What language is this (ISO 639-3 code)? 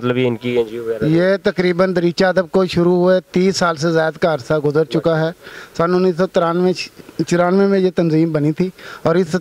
urd